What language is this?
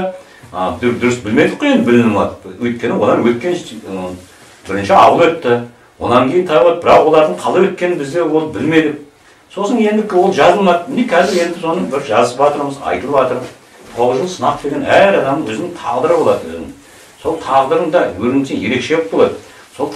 Kazakh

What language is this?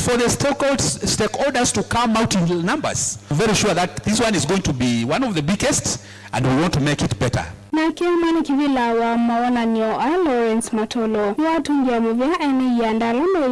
Kamba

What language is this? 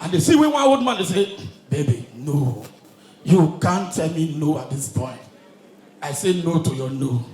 Nigerian Pidgin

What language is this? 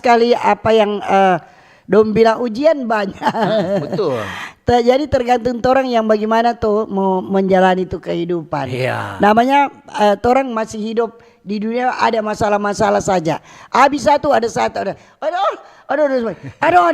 Manado Malay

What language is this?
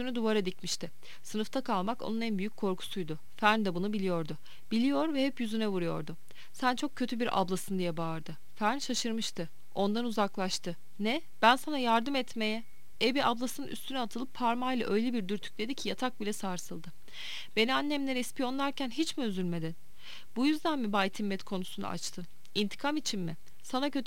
Turkish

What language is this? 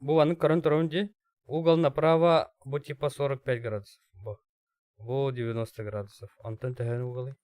Yakut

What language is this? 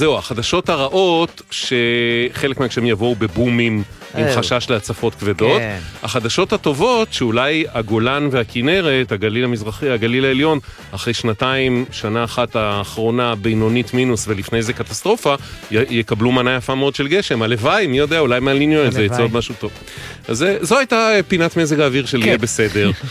Hebrew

